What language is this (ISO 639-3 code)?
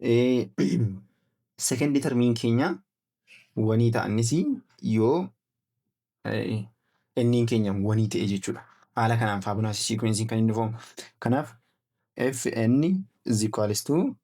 orm